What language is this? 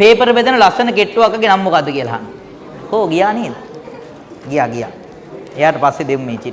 Sinhala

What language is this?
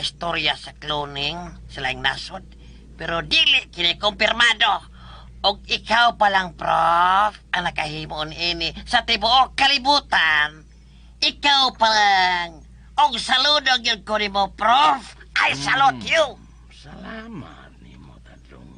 Cebuano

